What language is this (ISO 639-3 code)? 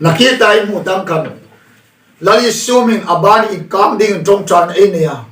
hmr